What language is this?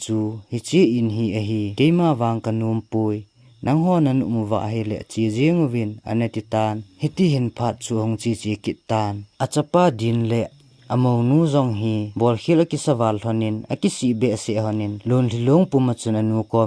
Thado Chin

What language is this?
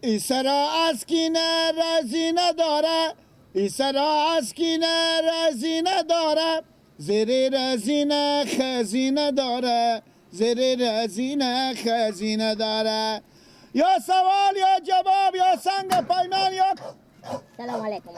Persian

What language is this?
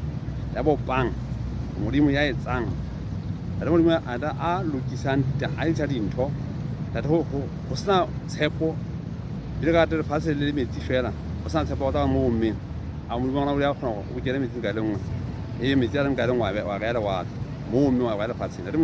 Southern Sotho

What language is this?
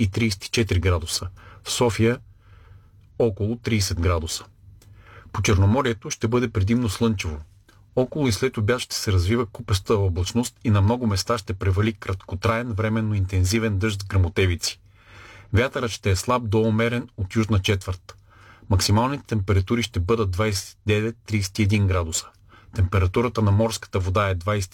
Bulgarian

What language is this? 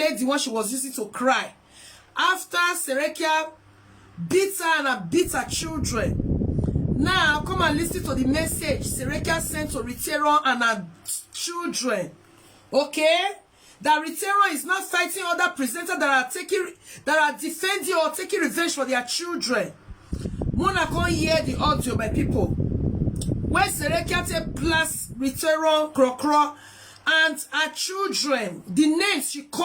Nigerian Pidgin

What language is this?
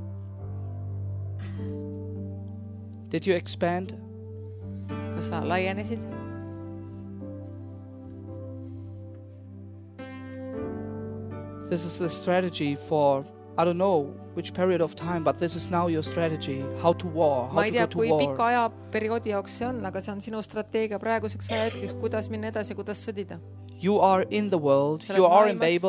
Estonian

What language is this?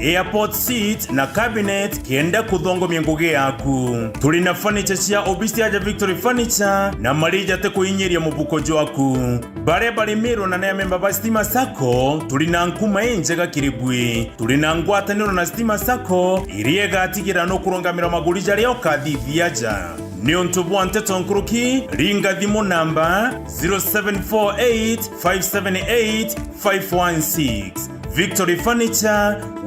Meru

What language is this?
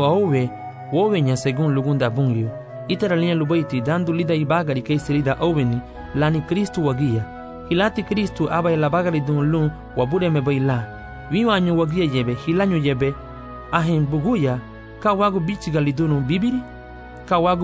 Garifuna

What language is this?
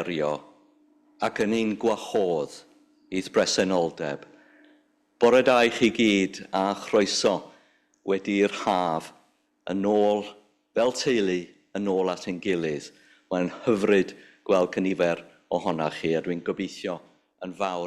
Welsh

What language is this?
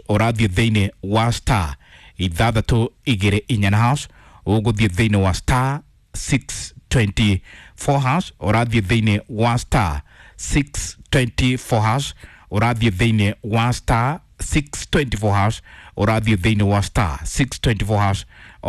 Kikuyu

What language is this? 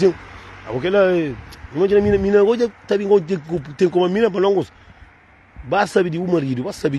Kabuverdianu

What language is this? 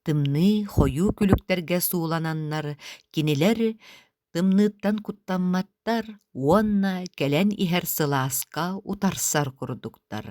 Yakut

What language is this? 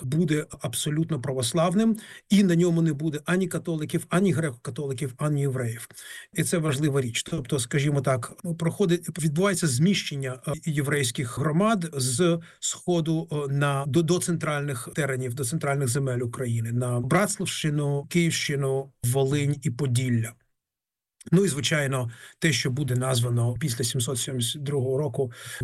Ukrainian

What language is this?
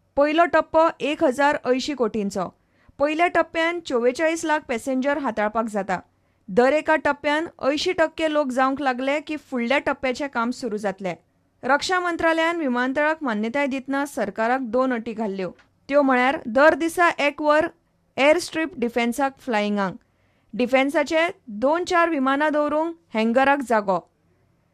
Konkani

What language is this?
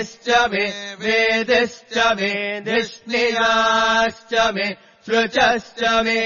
Sanskrit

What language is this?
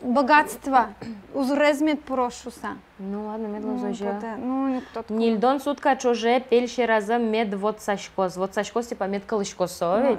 Udmurt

